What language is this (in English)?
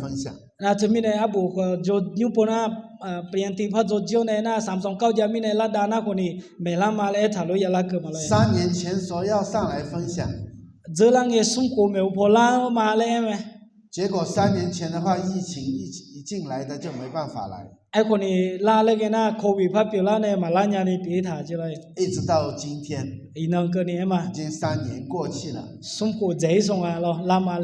Akha